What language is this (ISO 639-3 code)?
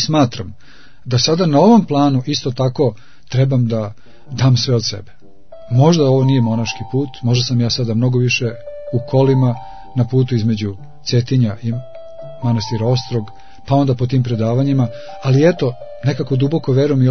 srp